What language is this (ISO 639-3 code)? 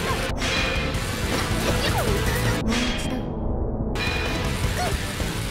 jpn